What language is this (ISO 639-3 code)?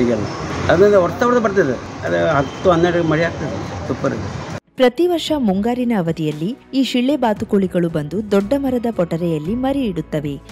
kan